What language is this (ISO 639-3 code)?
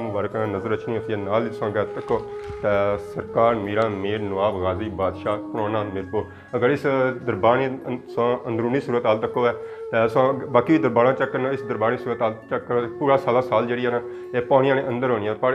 phr